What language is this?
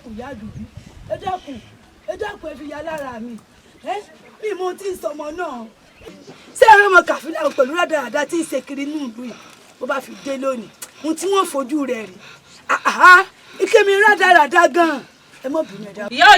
Yoruba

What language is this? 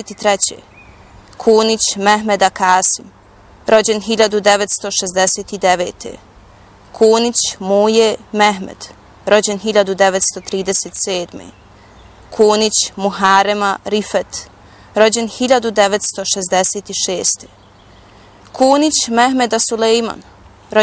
Bosnian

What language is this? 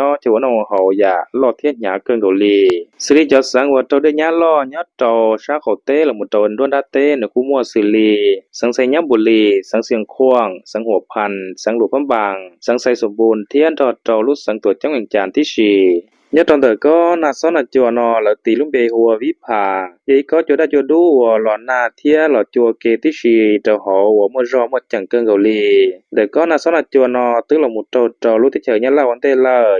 Hmong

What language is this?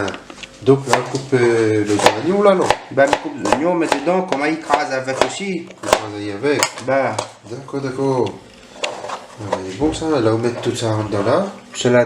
Réunion Creole French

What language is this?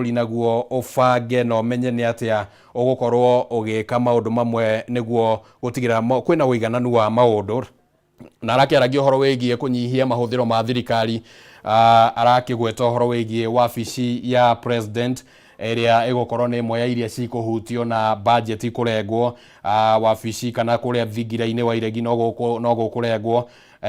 Kikuyu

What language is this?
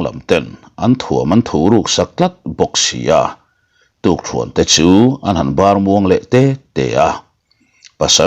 Mizo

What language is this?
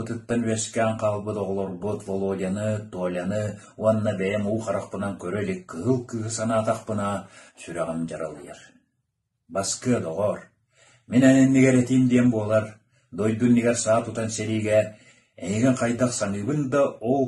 Yakut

